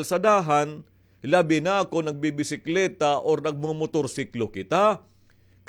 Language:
Waray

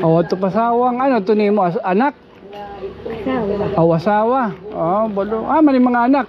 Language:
Waray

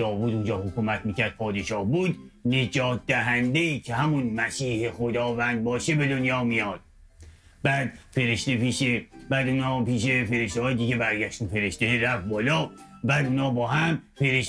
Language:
Persian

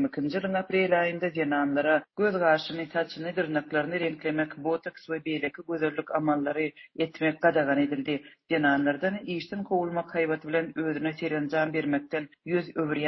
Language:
Turkmen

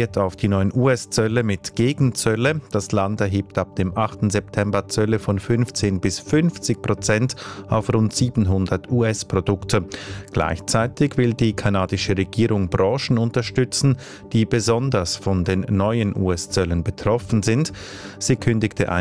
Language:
German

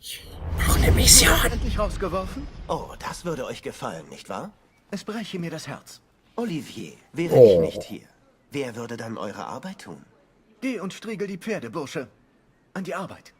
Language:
Bavarian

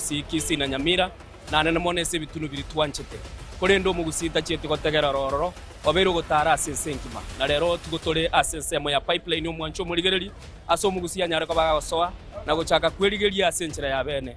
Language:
Gusii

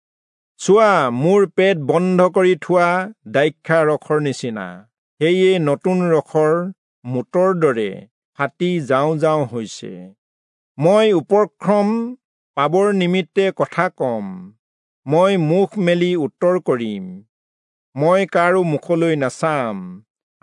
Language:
Assamese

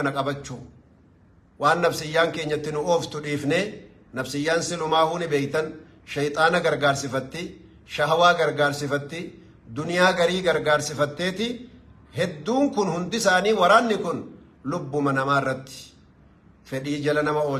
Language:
Oromo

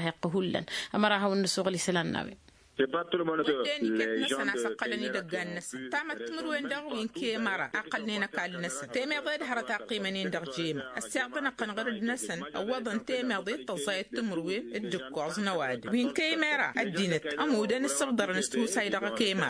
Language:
Tamasheq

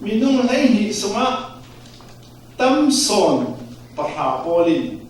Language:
Falam Chin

